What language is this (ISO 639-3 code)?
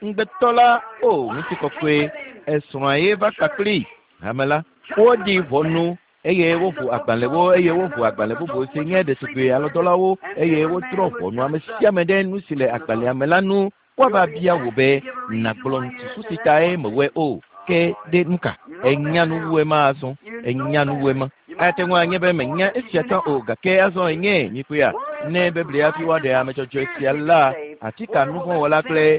ewe